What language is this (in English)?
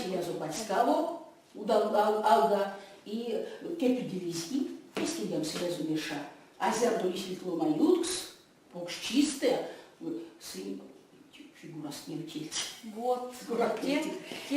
Erzya